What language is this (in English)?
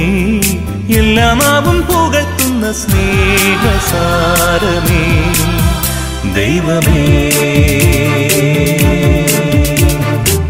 Malayalam